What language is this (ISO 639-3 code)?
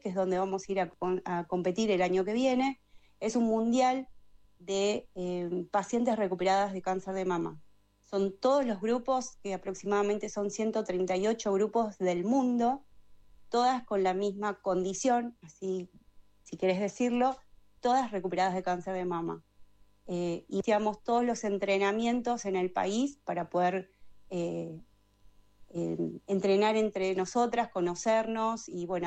spa